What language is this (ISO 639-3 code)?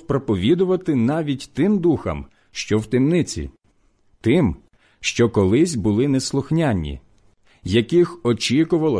ukr